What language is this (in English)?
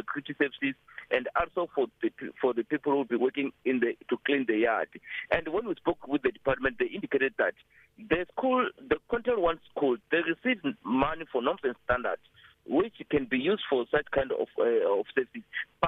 English